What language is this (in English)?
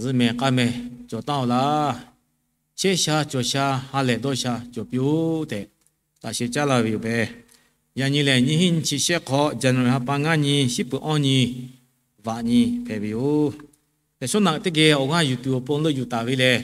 Lahu